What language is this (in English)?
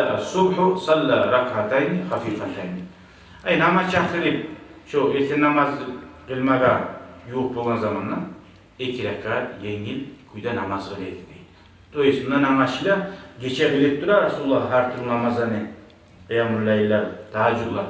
Kumyk